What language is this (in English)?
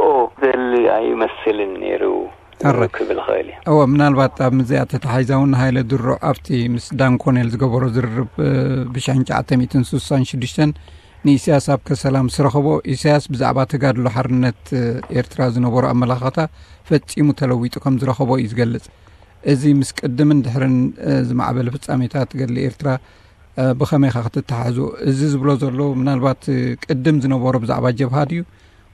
Tigrinya